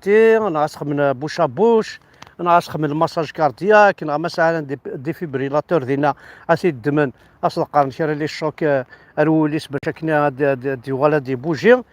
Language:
Kabyle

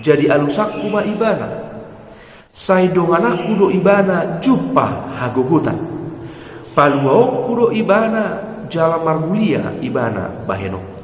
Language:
Batak Toba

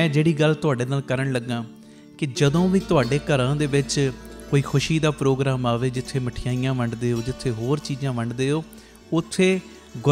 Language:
Punjabi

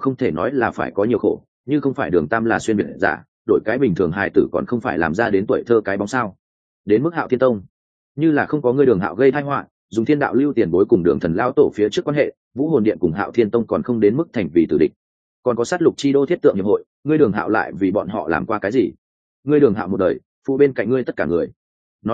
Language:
Vietnamese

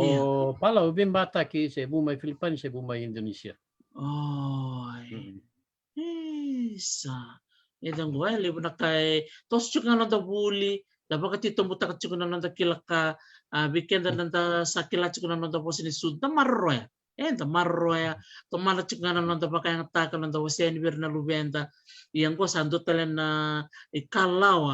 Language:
Fijian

